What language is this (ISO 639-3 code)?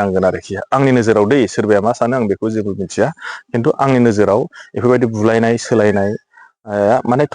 brx